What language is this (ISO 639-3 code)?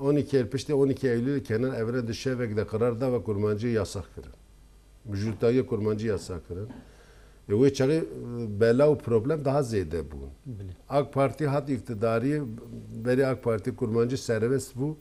kur